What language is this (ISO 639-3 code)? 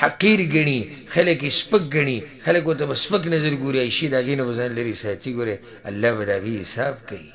pus